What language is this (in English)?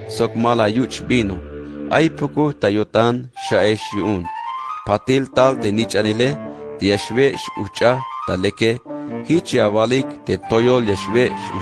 Tzeltal